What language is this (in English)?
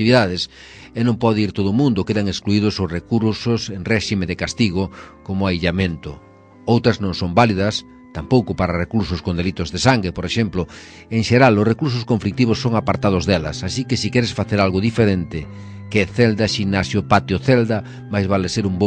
Galician